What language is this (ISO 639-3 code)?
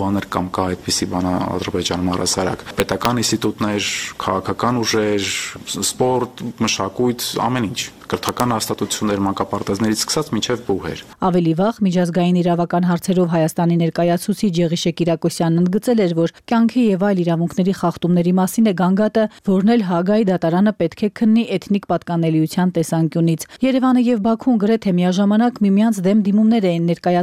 hye